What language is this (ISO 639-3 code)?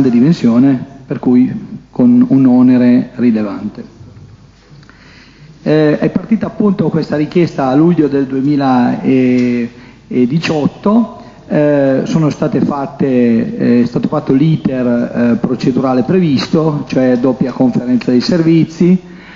ita